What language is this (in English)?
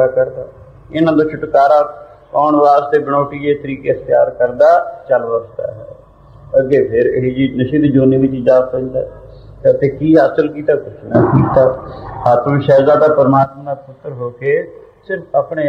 Punjabi